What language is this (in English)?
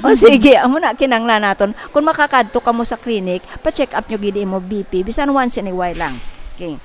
Hiligaynon